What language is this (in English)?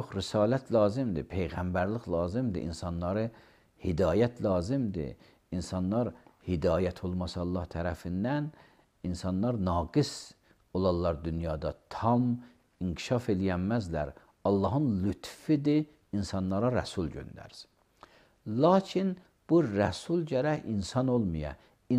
Azerbaijani